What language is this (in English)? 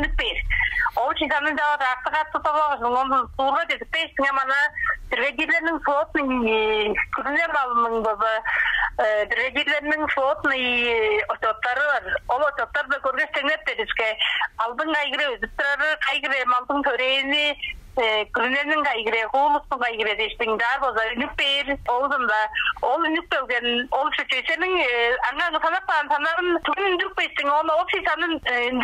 Tuvinian